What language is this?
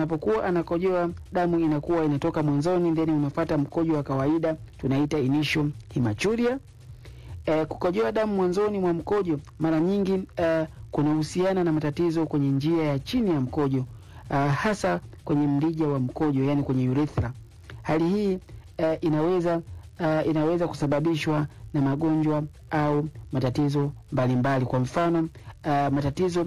Swahili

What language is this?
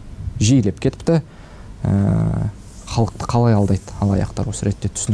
Kazakh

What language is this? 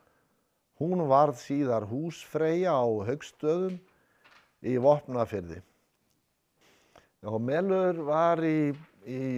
Icelandic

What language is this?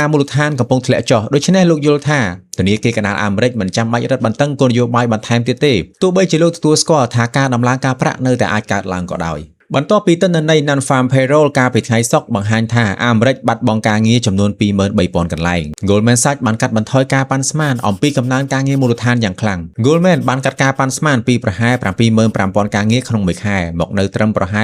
Khmer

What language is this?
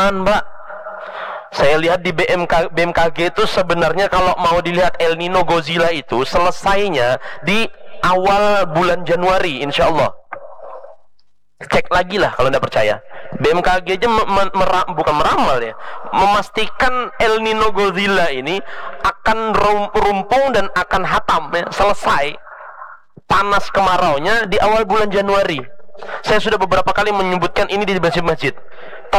Indonesian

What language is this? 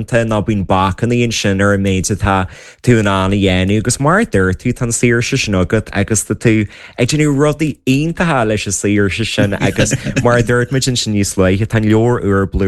Irish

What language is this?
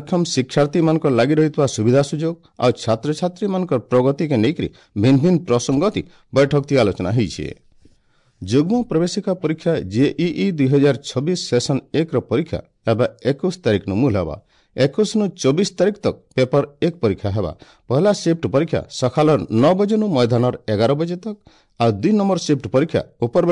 Odia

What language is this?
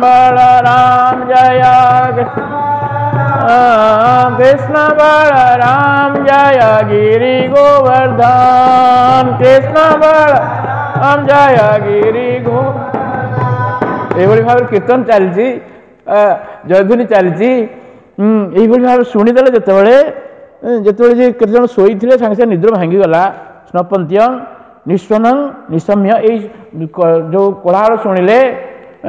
Odia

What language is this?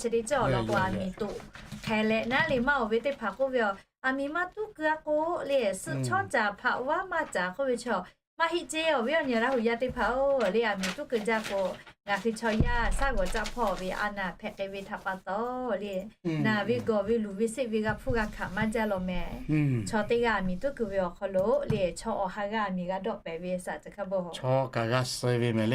Lahu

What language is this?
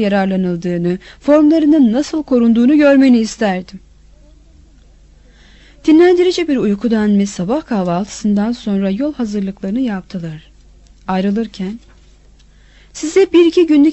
Turkish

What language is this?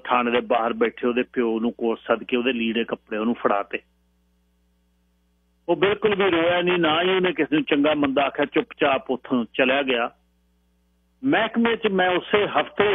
Punjabi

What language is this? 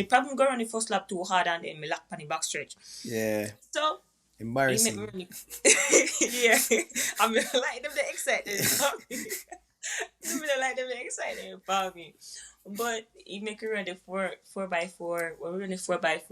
Jamaican Creole English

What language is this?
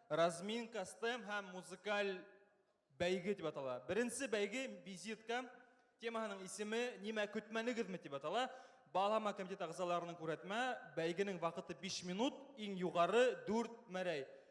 Bashkir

